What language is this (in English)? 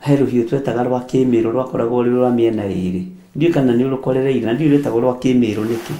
Kikuyu